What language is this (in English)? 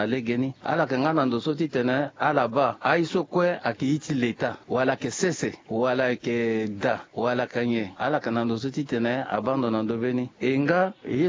Sango